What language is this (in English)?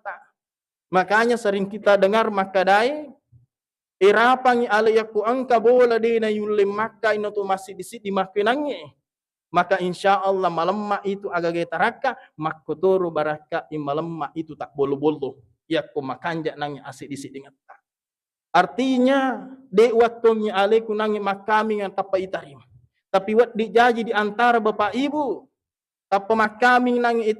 Buginese